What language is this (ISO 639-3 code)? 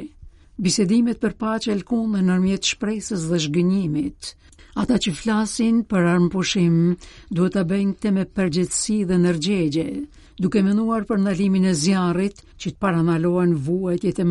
sqi